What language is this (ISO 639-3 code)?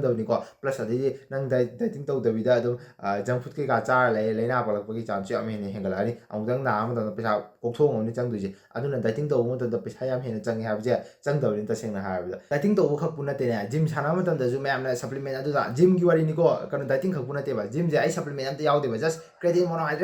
mni